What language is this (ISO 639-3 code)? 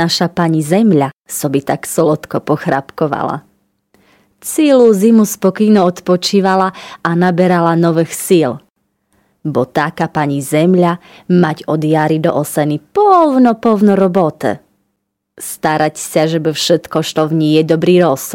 rue